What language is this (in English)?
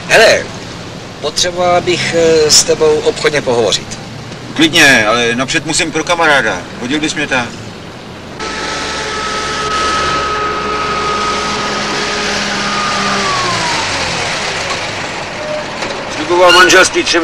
Czech